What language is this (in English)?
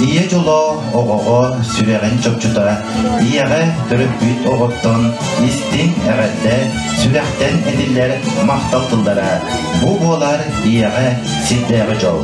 Yakut